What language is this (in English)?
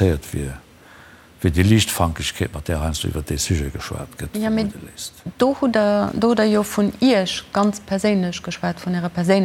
Luxembourgish